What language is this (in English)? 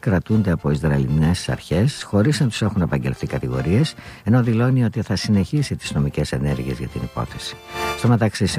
Greek